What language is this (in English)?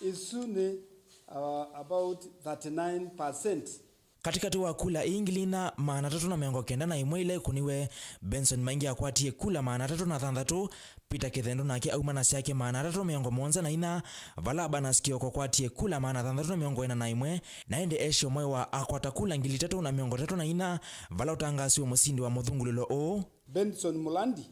Kamba